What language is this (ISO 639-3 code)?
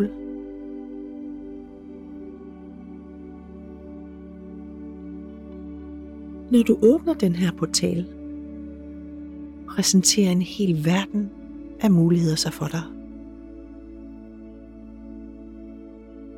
dan